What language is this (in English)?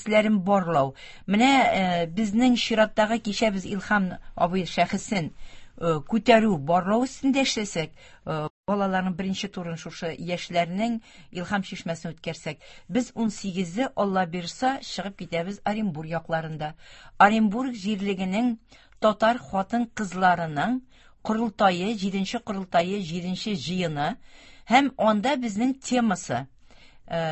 Tatar